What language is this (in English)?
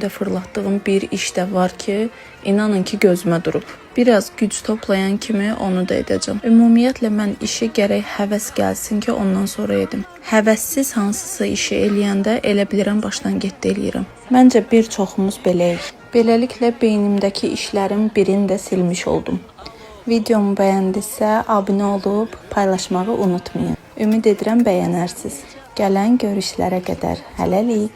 Azerbaijani